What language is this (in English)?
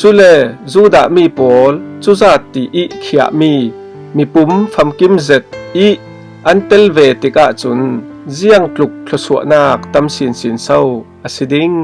Falam Chin